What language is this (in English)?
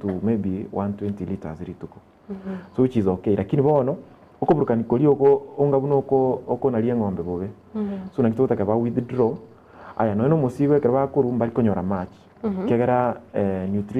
Gusii